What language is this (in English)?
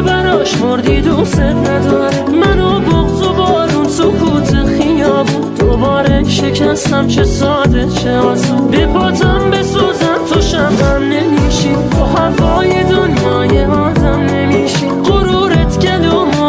Persian